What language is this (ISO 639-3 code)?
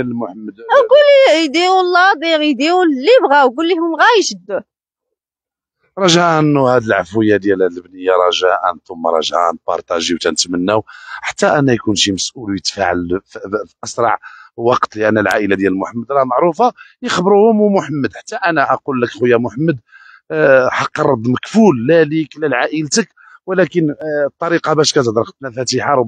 ary